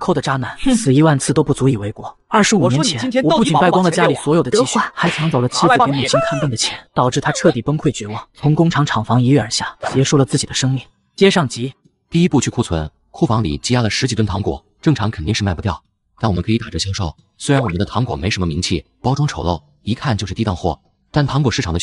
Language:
Chinese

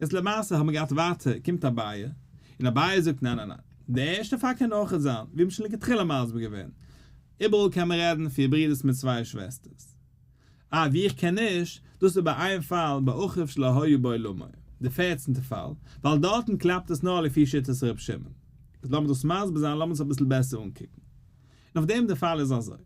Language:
Yiddish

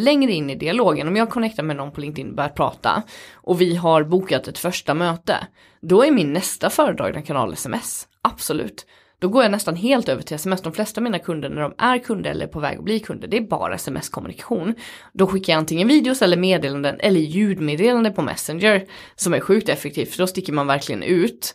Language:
Swedish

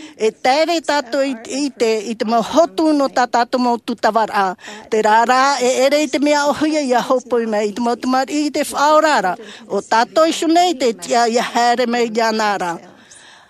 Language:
Tahitian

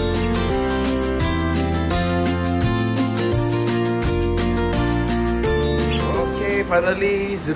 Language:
Malay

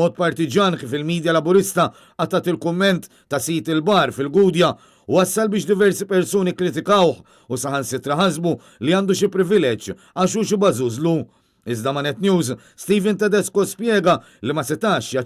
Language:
Maltese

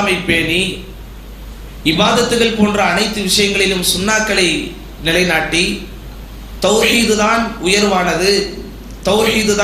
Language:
Tamil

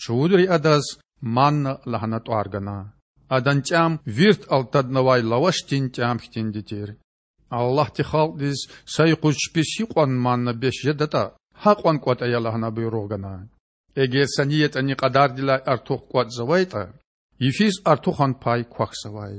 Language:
Lezghian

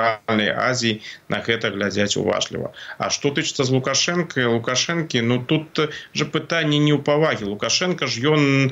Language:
Belarusian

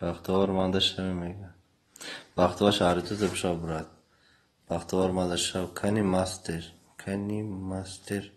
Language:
Tajik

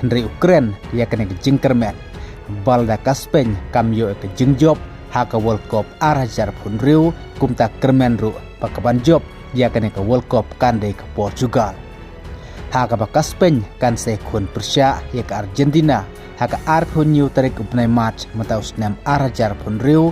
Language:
Khasi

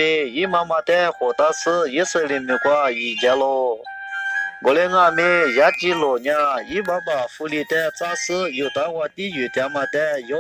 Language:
Lisu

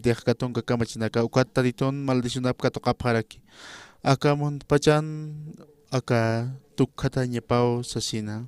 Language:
Aymara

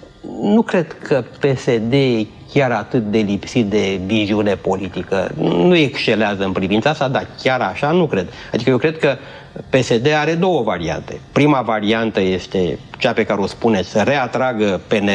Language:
Romanian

